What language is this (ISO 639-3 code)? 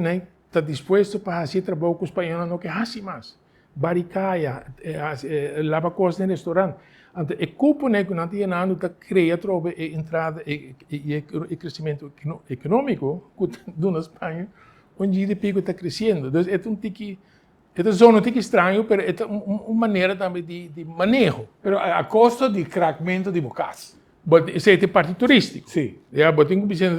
pap